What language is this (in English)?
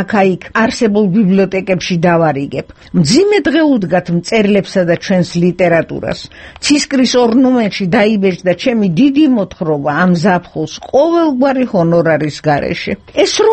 Georgian